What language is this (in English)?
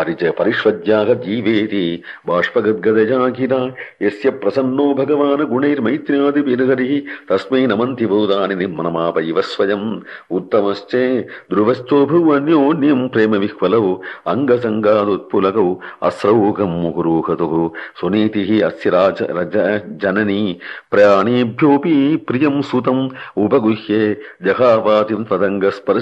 Sanskrit